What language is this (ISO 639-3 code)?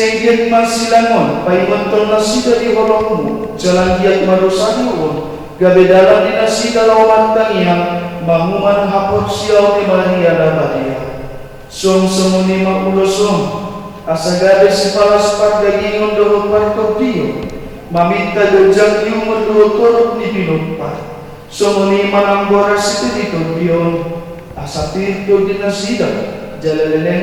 bbc